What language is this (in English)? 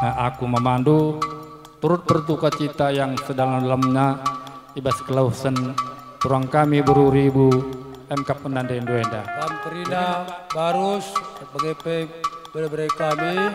Batak Karo